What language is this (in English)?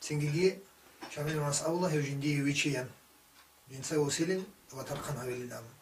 Avaric